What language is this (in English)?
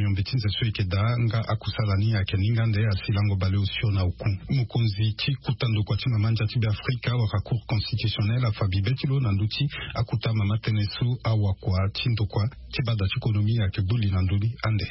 Sango